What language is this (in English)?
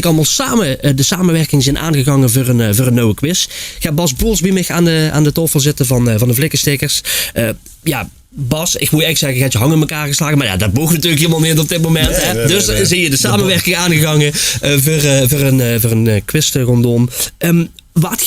Limburgish